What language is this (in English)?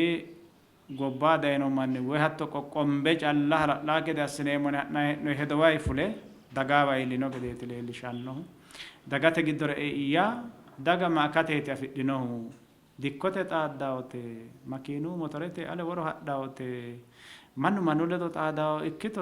Sidamo